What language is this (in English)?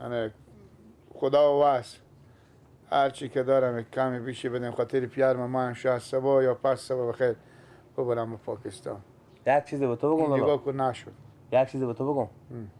Persian